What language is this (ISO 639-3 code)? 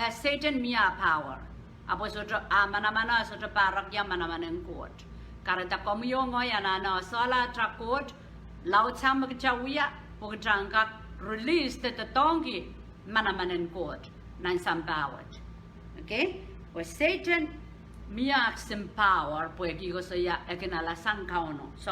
pon